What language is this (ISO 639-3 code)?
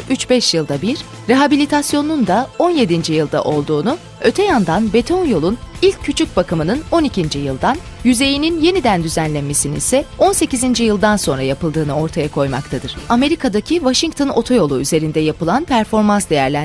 tur